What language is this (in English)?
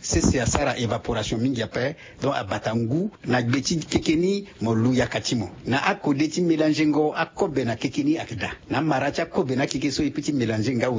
Sango